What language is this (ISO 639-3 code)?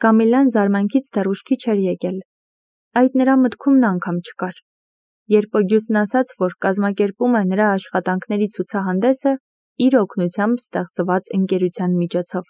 hye